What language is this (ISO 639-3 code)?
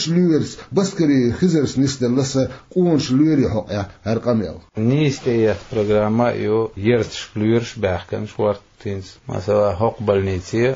che